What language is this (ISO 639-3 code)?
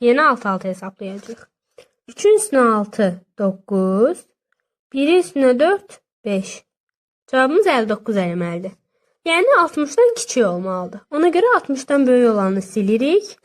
aze